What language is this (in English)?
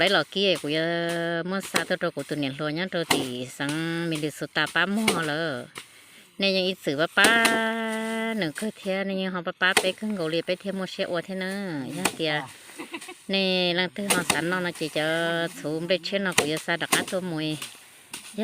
Hmong